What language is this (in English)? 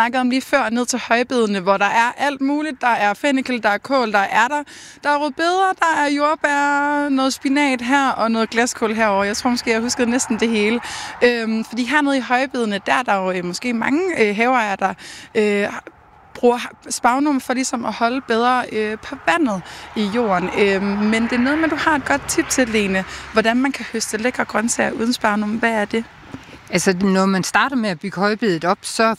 Danish